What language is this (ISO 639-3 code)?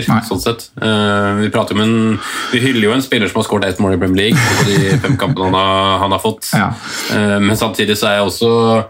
nor